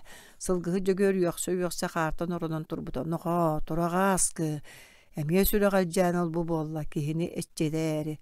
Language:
Yakut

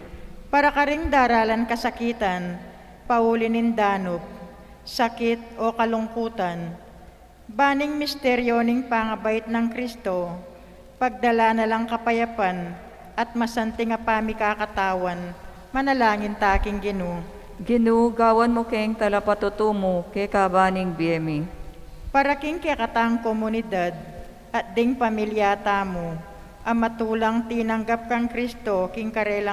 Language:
Pampanga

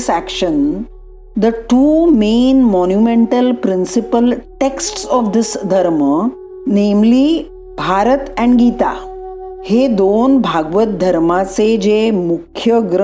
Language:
Marathi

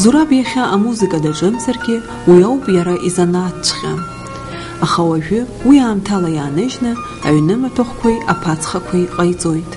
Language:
Abkhazian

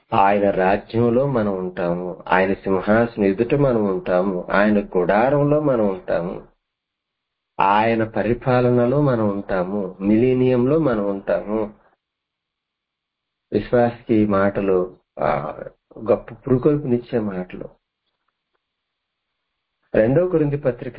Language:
Telugu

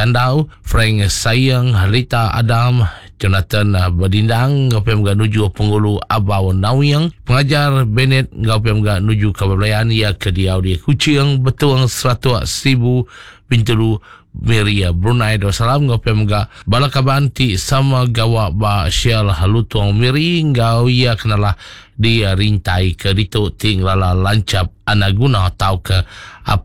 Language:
Iban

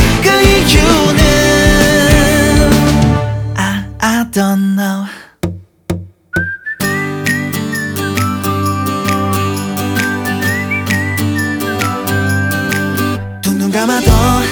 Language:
Korean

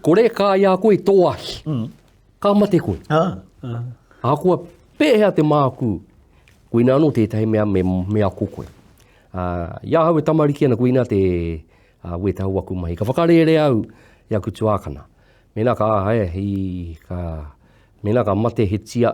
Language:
Māori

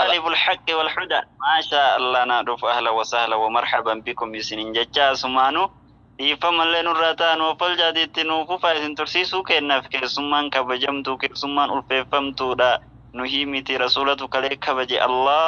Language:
Oromo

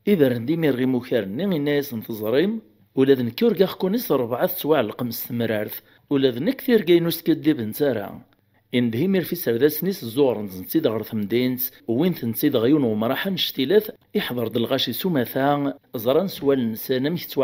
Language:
Kabyle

